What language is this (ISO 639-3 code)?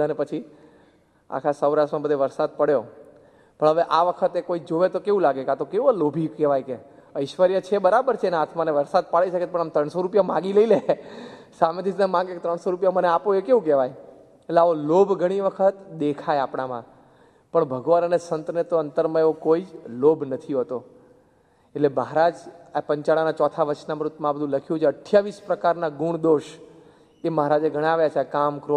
guj